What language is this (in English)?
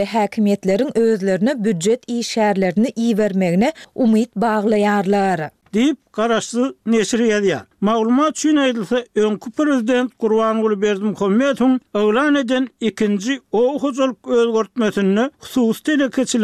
Turkmen